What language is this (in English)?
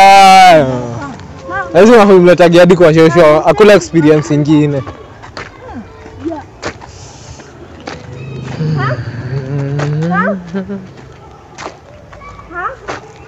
Swahili